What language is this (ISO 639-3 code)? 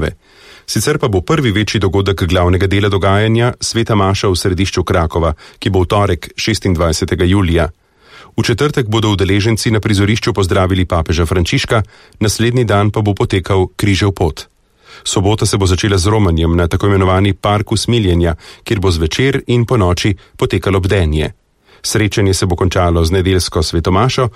slv